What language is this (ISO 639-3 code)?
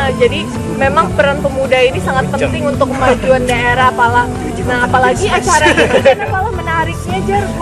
bjn